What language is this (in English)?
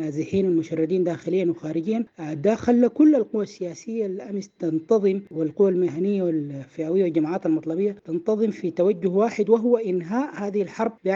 Sudanese Arabic